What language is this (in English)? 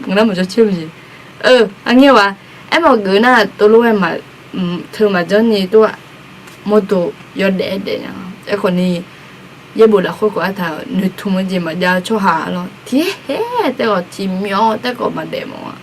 Akha